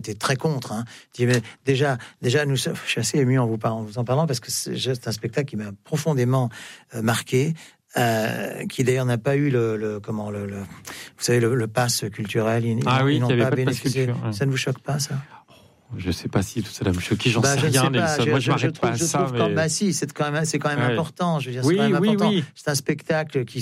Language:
French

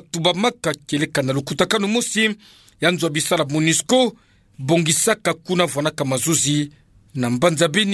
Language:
Kituba (Democratic Republic of Congo)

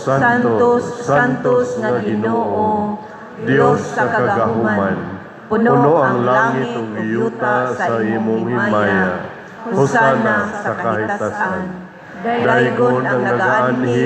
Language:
Cebuano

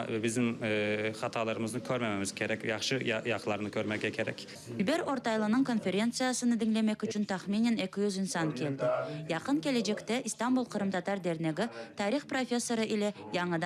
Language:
Crimean Tatar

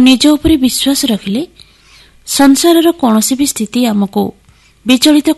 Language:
Odia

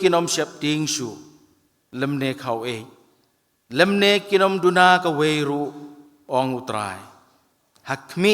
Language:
Khasi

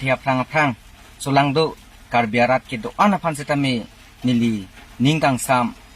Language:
Karbi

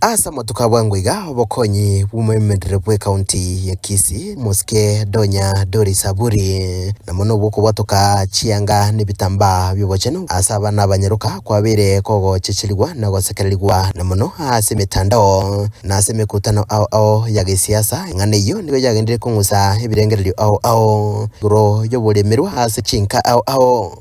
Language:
Gusii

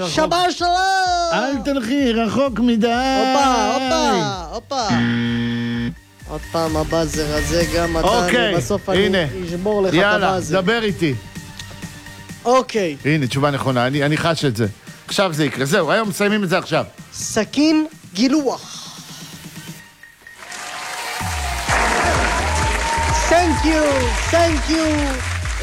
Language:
Hebrew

